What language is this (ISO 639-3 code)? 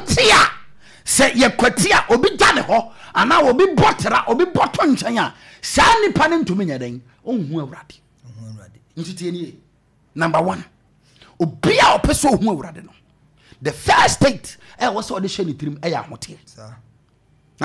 aka